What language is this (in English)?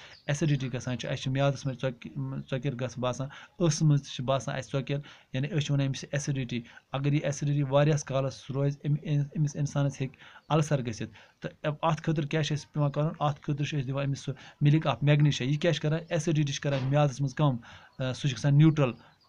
Kashmiri